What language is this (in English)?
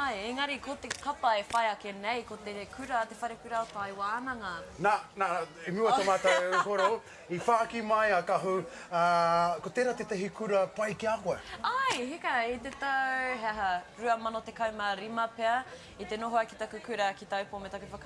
Māori